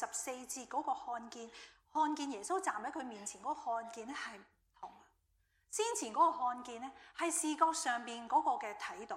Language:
Cantonese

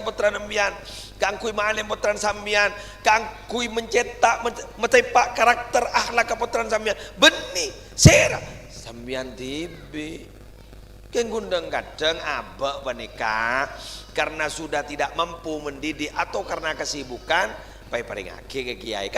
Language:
Madurese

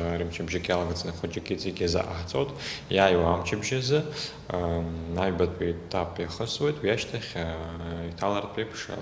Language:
Abkhazian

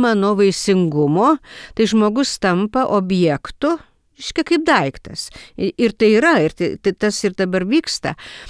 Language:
Lithuanian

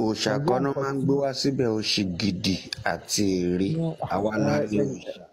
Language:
Yoruba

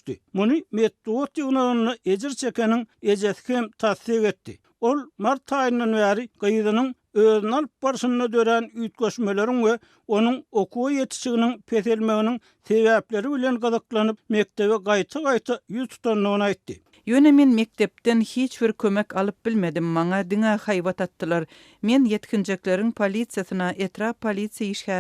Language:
Turkmen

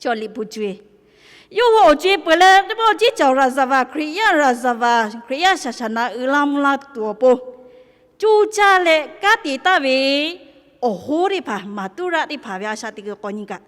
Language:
Lahu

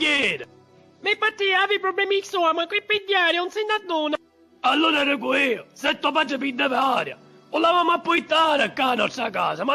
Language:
Sicilian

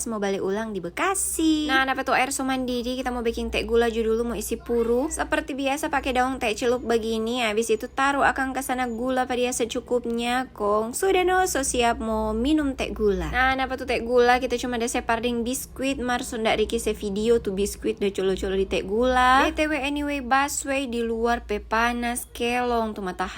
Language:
Manado Malay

